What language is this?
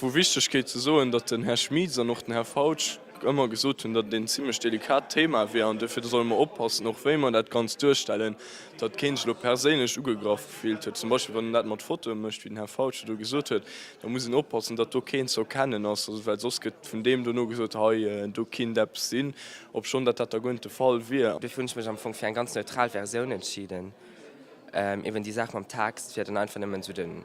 Luxembourgish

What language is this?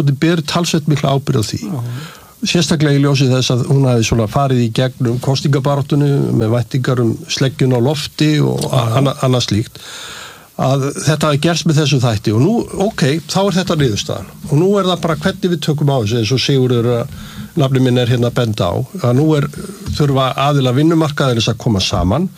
Icelandic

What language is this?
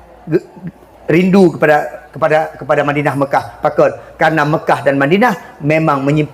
Achinese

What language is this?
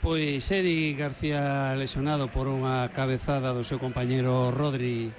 Galician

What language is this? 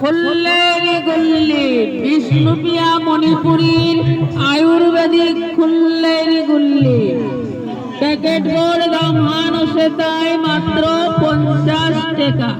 Bishnupriya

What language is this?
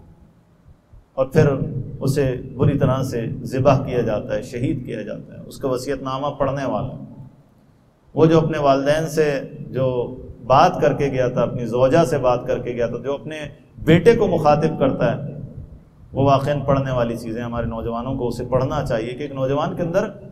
Urdu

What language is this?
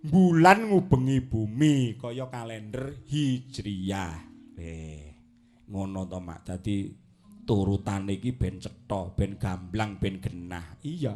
Javanese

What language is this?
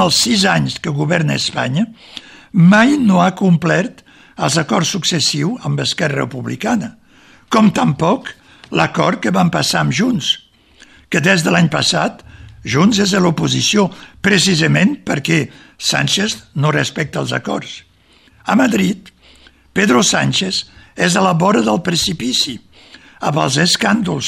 Catalan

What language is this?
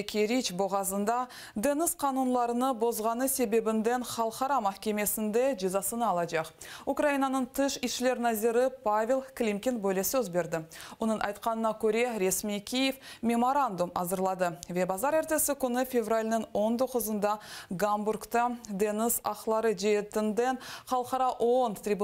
Crimean Tatar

